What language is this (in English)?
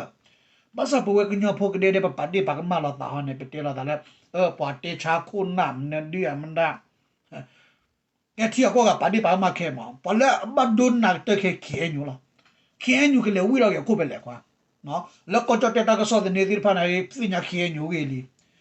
S'gaw Karen